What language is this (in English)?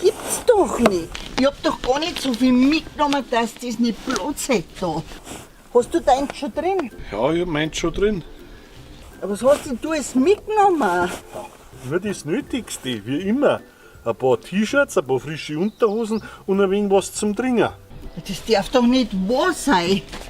Bavarian